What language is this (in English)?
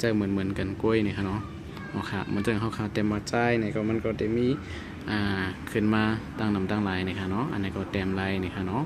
Shan